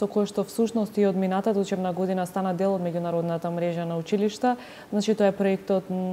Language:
Macedonian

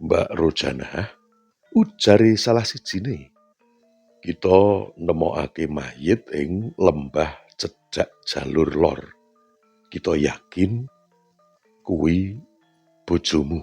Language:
Javanese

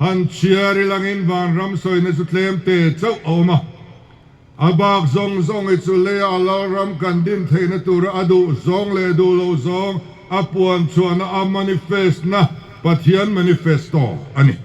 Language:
Mizo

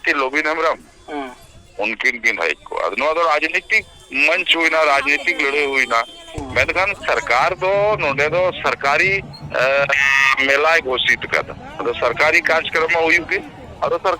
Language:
Santali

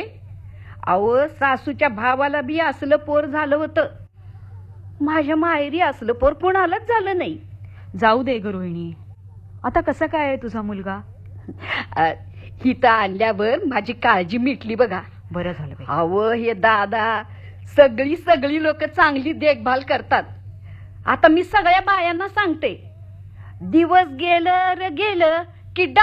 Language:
Marathi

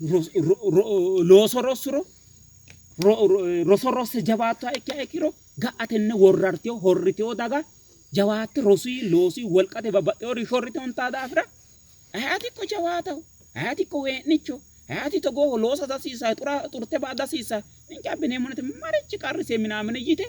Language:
Sidamo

